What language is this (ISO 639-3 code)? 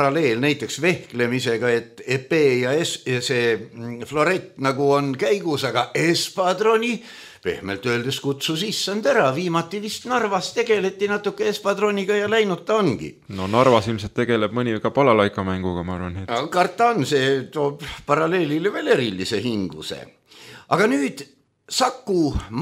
est